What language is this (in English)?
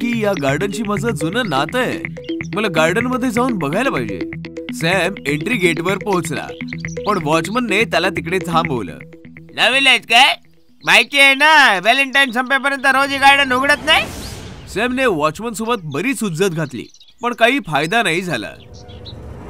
Marathi